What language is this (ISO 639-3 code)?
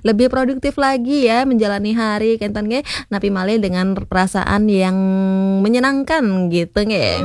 ban